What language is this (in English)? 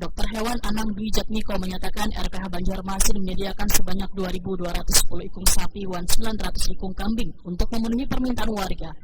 Banjar